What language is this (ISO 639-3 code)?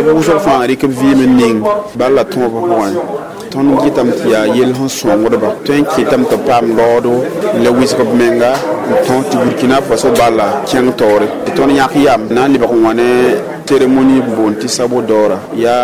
mos